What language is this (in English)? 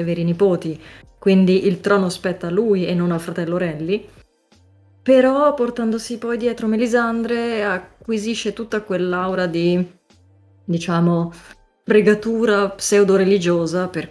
Italian